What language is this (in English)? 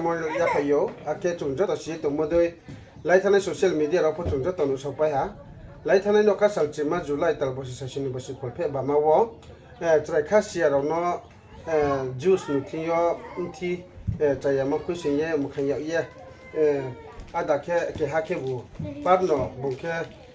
Riang (India)